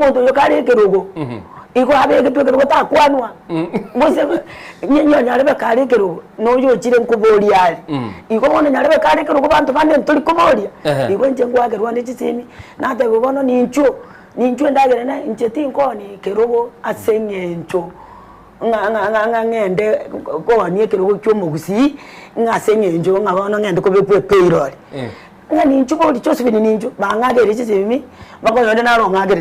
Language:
Gusii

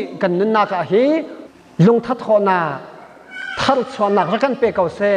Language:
Hakha Chin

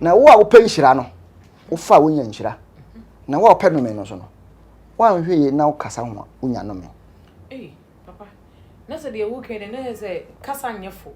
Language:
Akan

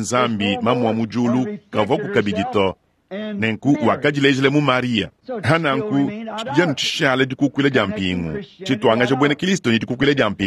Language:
Luba-Lulua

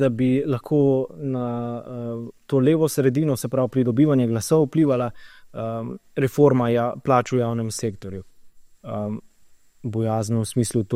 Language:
Slovenian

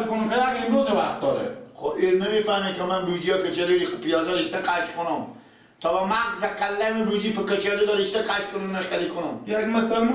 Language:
Persian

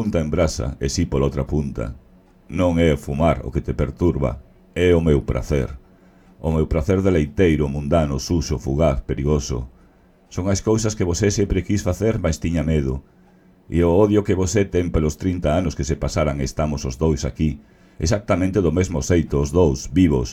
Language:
Galician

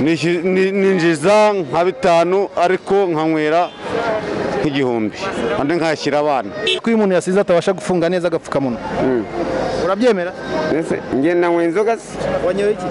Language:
Kinyarwanda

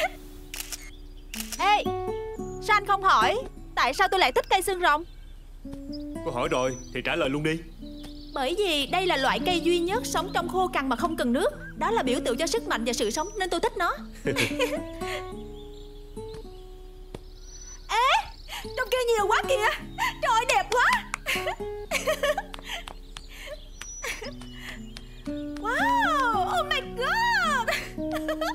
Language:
Vietnamese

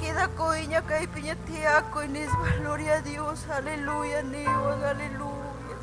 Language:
Ayacucho Quechua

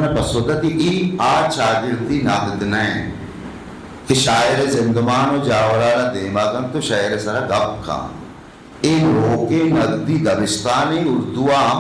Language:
Eastern Balochi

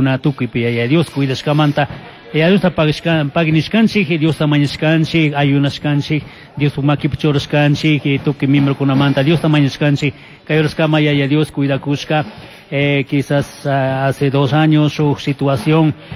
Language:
Chimborazo Highland Quichua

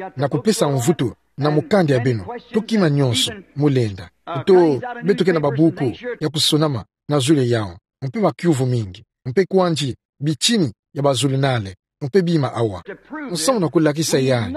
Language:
Kituba (Democratic Republic of Congo)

